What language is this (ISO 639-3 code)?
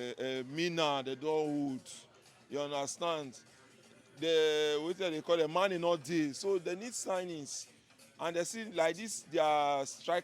pcm